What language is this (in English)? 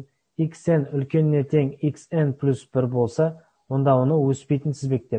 Kazakh